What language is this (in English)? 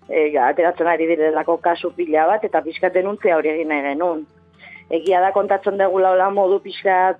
Basque